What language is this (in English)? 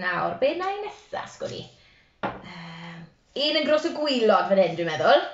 Welsh